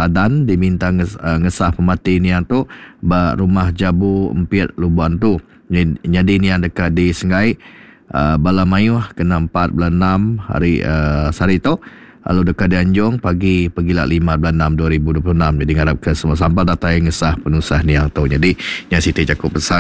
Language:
Iban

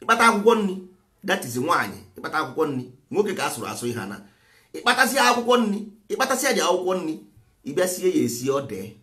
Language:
Igbo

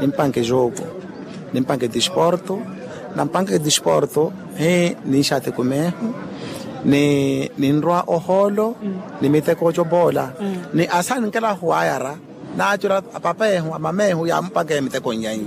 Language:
Makhuwa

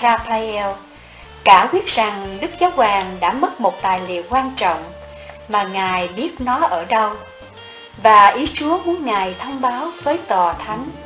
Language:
Vietnamese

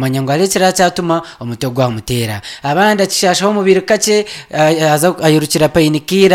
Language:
Nyankole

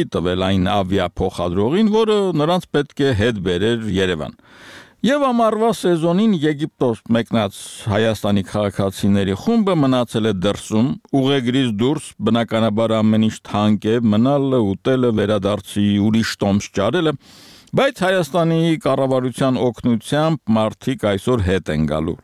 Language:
Armenian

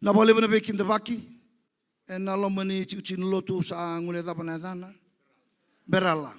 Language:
Fijian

